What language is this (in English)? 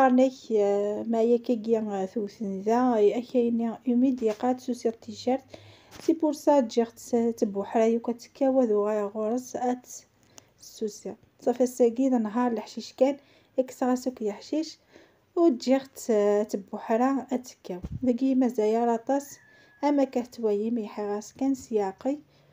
Kabyle